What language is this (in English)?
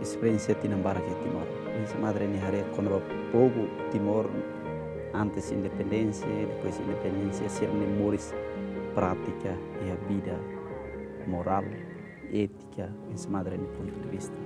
Tetum